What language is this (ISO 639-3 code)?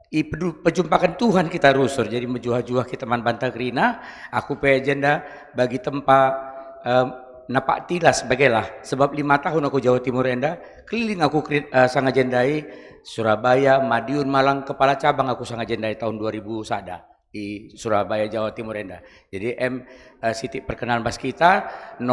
btx